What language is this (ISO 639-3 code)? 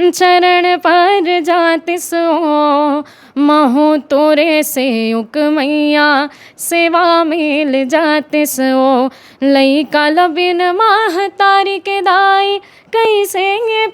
hne